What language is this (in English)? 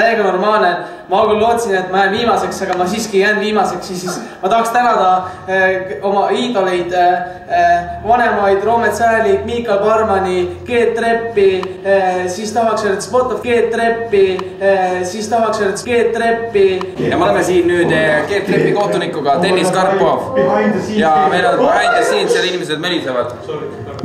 Estonian